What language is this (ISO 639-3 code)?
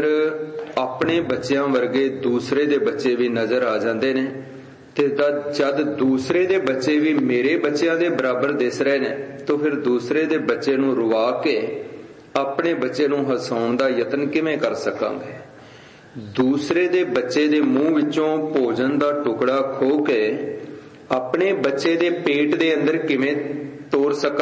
pan